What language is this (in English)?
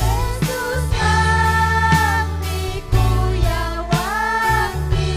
Ayacucho Quechua